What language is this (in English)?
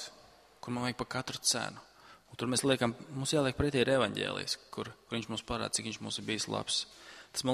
Latvian